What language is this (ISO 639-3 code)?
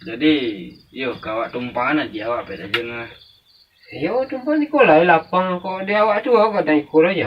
min